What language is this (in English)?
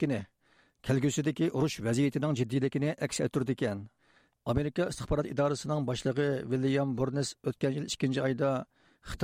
Uyghur